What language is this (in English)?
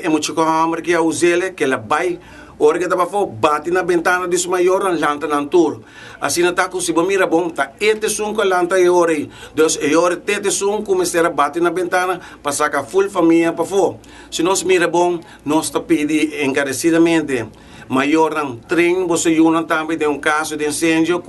Papiamento